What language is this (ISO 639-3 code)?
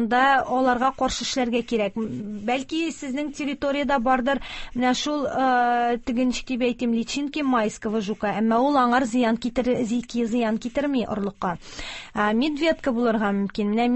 tat